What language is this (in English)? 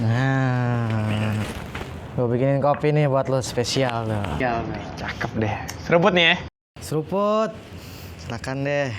Betawi